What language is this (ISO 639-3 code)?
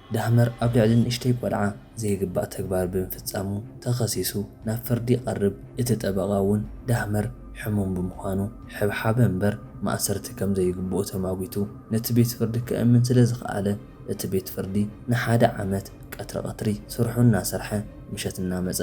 tir